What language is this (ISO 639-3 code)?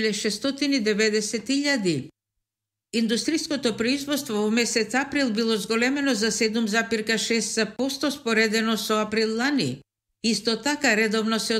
mkd